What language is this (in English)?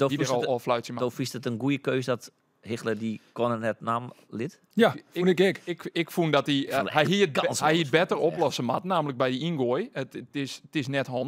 Western Frisian